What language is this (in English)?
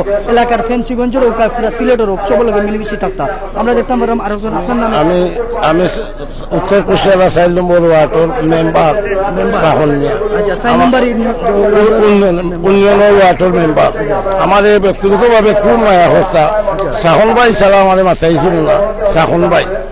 Sylheti